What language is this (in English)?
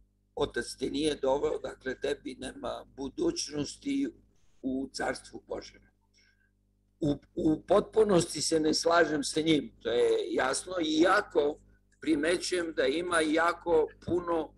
Serbian